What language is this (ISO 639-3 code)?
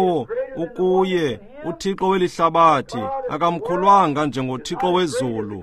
xho